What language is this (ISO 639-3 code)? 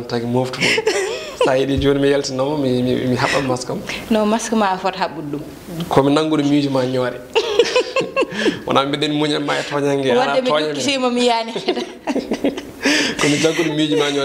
ful